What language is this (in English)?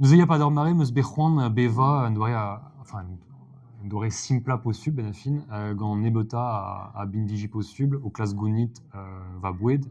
Breton